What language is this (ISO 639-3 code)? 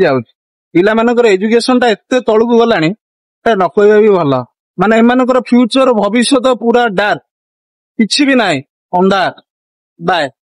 ori